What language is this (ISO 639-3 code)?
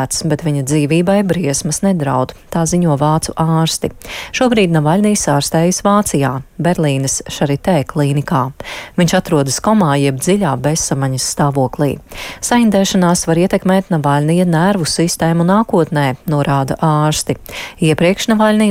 lav